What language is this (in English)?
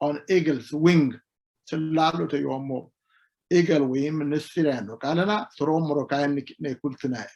Sidamo